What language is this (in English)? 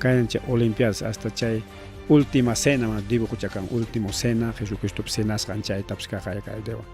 Ayacucho Quechua